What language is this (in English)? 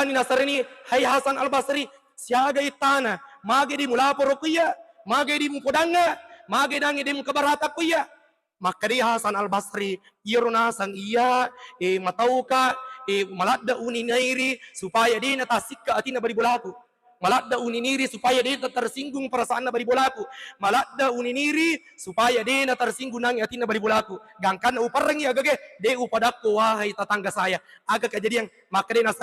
Buginese